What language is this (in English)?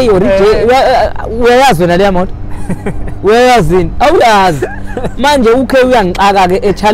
Zulu